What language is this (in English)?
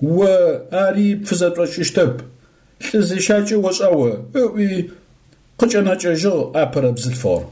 Adyghe